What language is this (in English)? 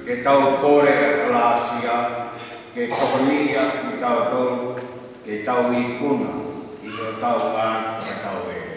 Tongan